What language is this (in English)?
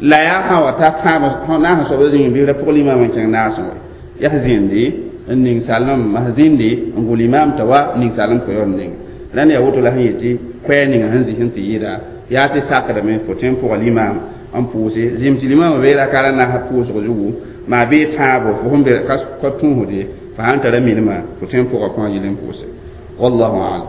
Mossi